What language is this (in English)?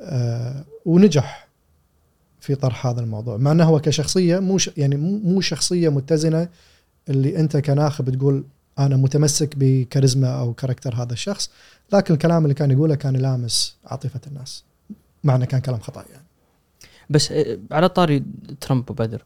Gulf Arabic